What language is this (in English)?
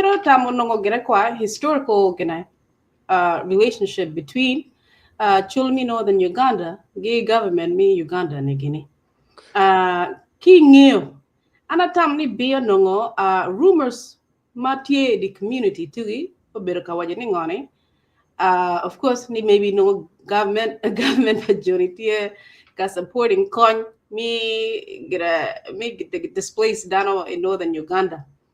Acoli